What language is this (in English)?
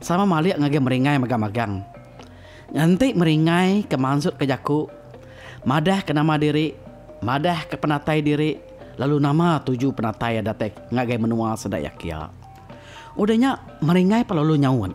Iban